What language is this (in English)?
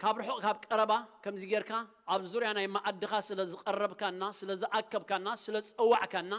Tigrinya